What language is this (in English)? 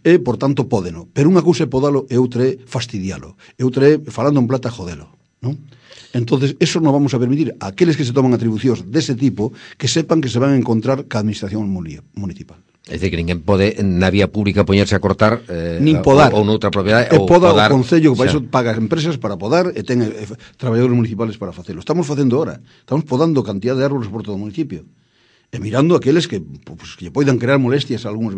Galician